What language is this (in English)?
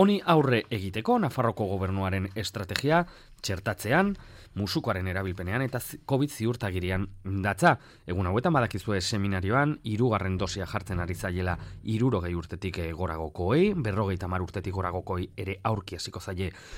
Basque